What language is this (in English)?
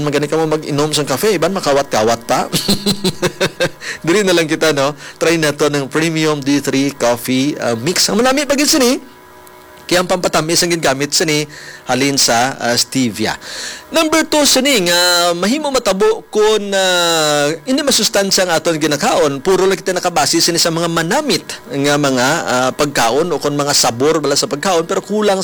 Hiligaynon